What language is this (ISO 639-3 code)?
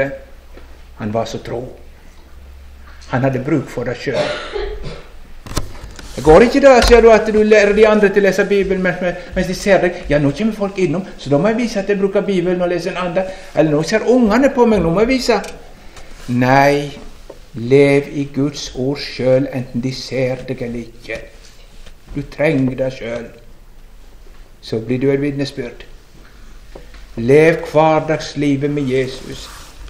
nor